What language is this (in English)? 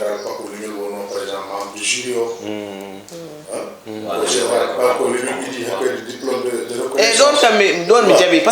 Fula